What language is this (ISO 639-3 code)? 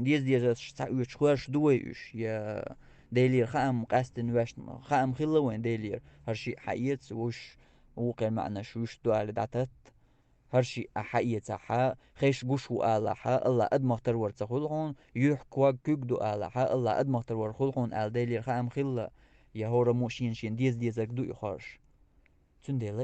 che